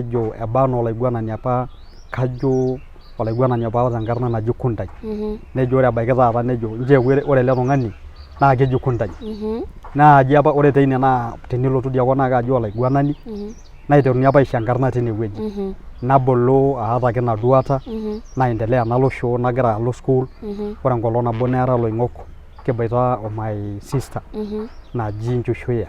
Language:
Masai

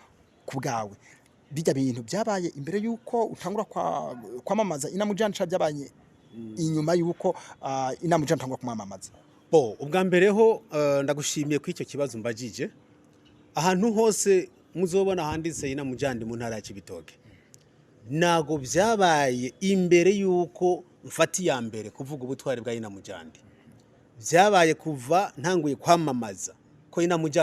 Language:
Rundi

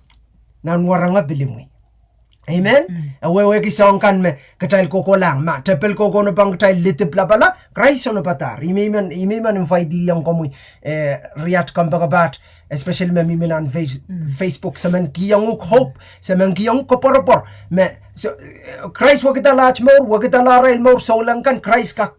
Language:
Pohnpeian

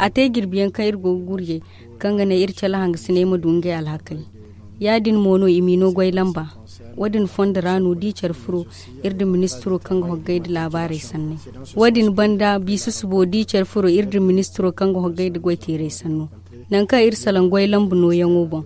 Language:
Zarma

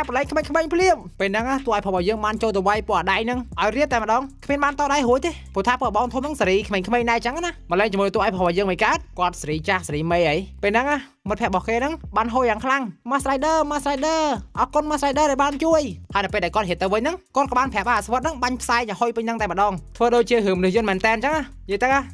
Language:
Khmer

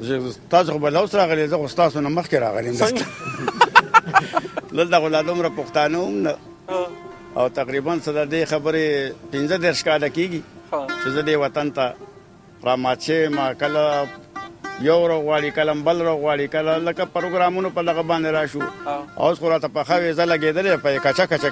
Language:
Pashto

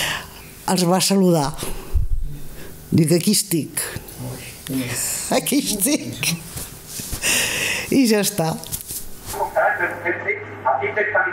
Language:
Catalan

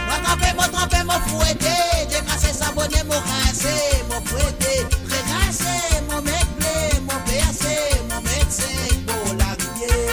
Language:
Morisyen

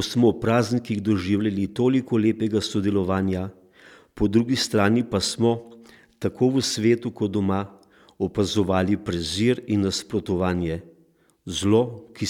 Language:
Slovenian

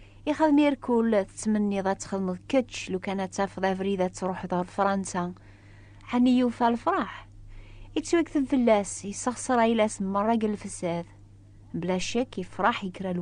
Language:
Kabyle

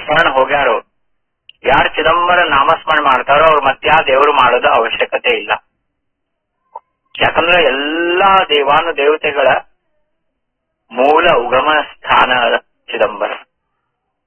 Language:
Kannada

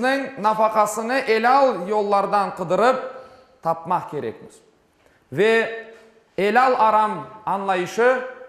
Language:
Crimean Tatar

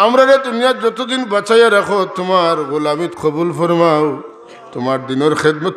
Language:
Sylheti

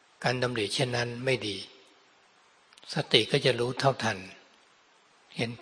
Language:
Thai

